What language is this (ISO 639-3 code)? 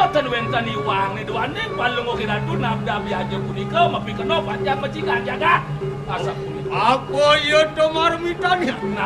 ban